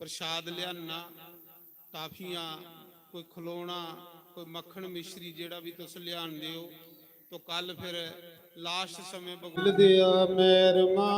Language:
Dogri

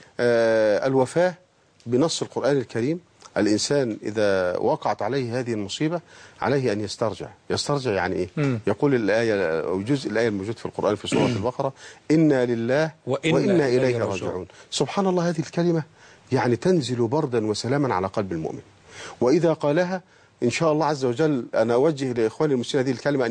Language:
Arabic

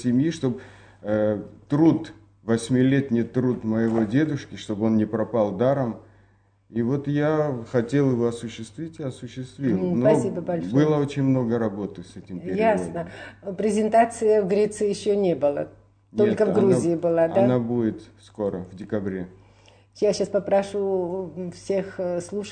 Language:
Georgian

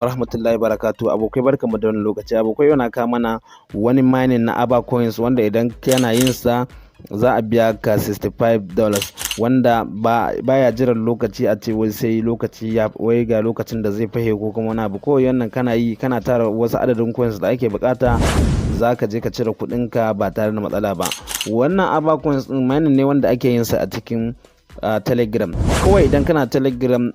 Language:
Hausa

